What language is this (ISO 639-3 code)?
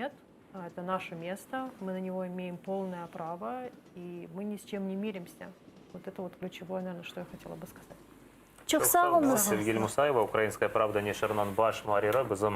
crh